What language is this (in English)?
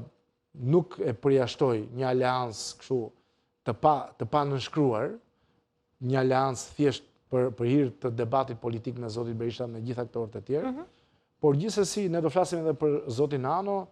Albanian